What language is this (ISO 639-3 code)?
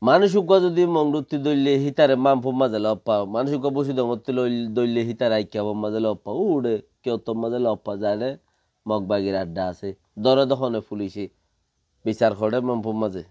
rhg